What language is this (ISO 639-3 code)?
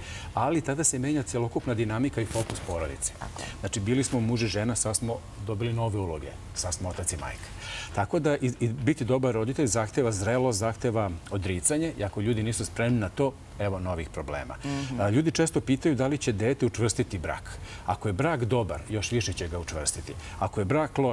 srp